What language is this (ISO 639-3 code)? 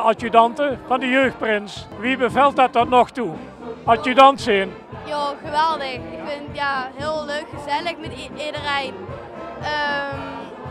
lim